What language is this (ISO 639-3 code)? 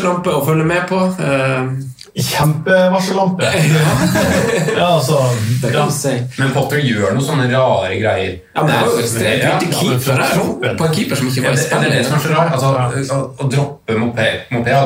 nor